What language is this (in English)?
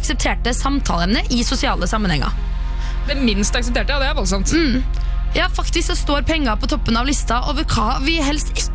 Norwegian